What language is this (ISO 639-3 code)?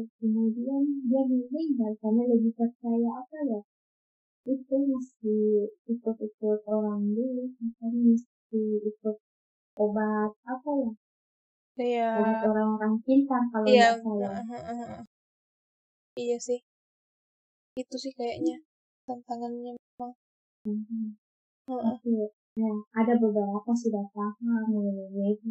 ind